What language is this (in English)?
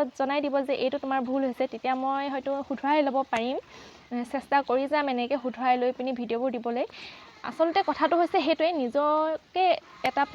Assamese